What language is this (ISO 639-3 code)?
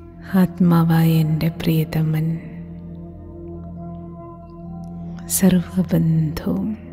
mal